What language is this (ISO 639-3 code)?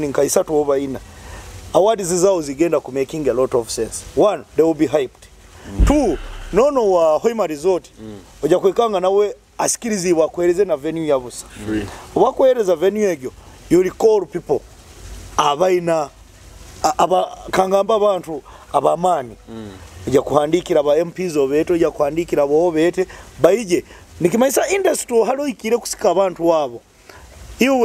nyo